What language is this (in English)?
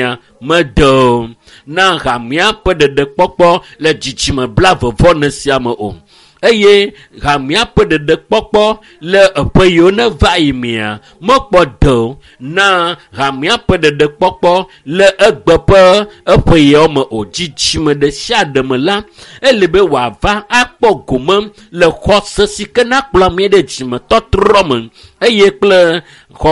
Ewe